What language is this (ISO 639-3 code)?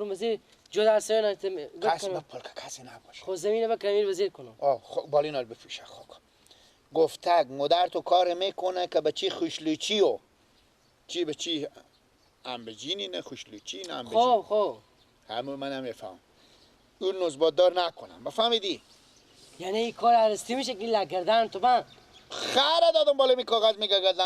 fas